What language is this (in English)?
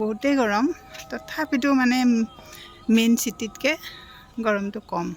Assamese